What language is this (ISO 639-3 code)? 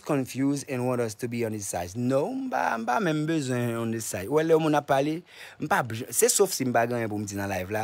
hat